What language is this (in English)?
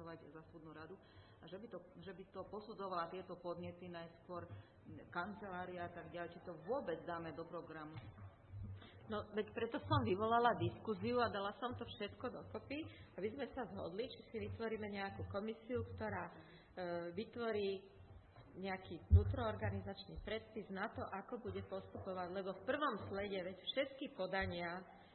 Slovak